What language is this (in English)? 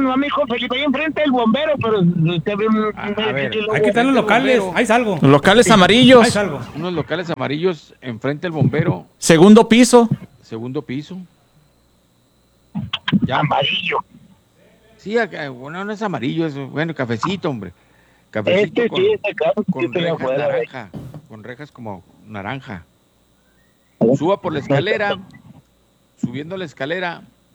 Spanish